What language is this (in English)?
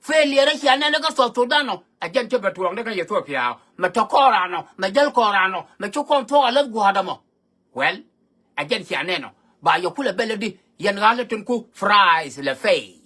Nuer